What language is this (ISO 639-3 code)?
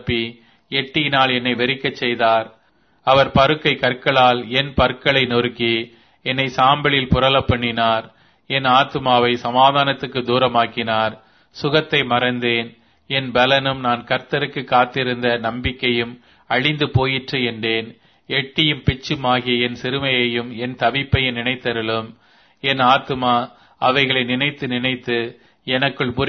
tam